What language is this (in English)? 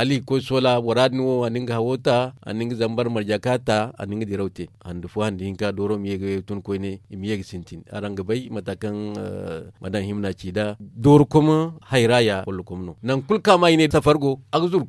Zarma